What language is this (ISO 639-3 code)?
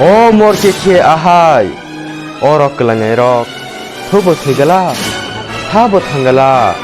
trp